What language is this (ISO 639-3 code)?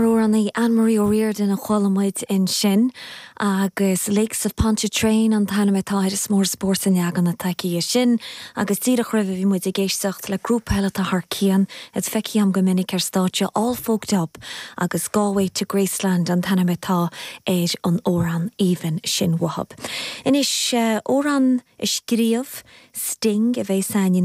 gle